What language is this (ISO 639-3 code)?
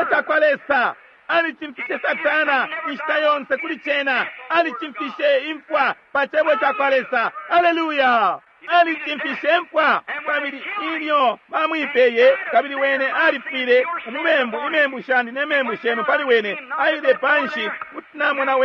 bem